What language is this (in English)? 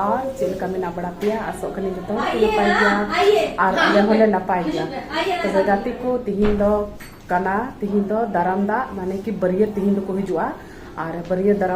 Santali